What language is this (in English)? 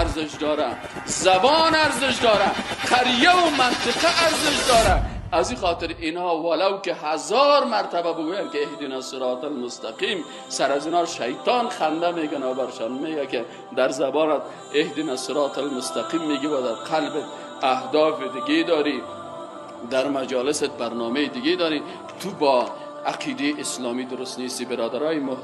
Persian